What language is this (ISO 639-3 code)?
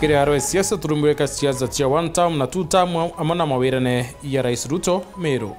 mer